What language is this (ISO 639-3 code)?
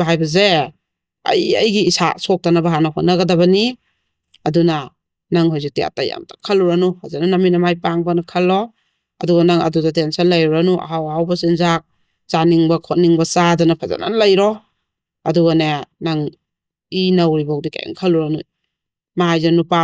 mni